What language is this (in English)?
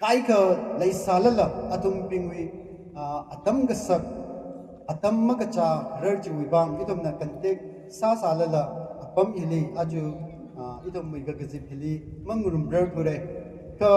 Tangkhul Naga (India)